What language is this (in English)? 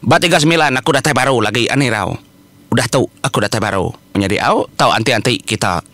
Iban